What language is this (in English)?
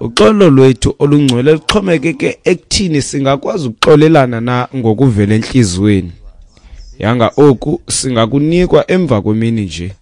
Xhosa